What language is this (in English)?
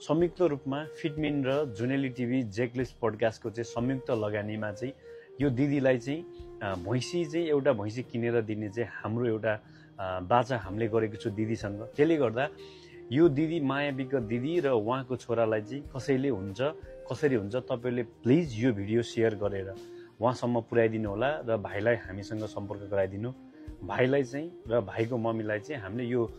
Nepali